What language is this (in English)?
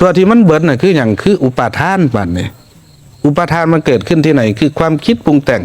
Northeastern Thai